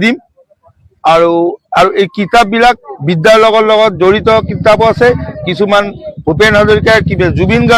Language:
Assamese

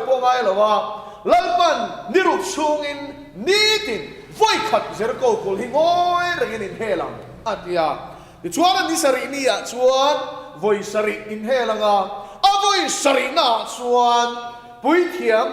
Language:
Mizo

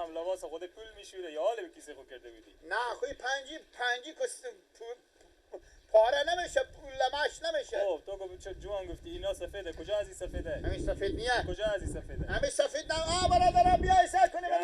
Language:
Persian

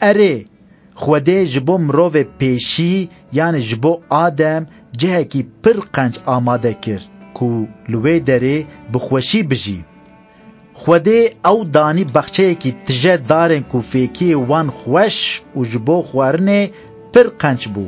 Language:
Kurdish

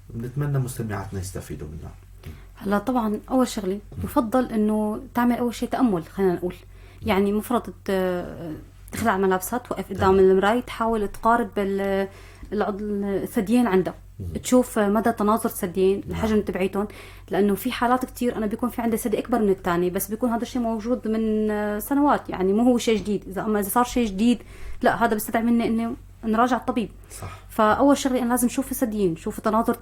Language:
North Levantine Arabic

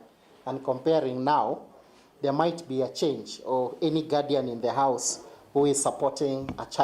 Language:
Meru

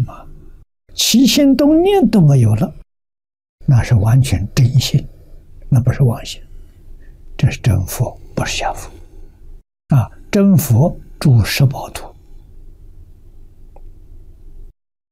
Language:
Chinese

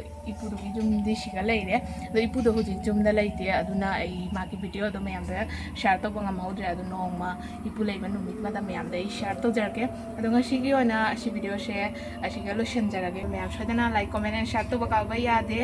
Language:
Manipuri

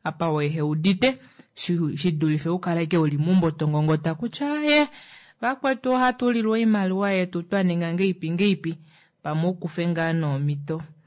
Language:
Kuanyama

